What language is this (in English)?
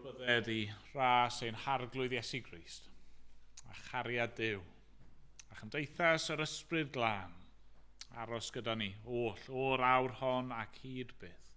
Welsh